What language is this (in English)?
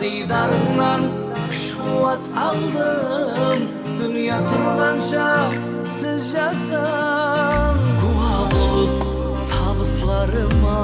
Kara-Kalpak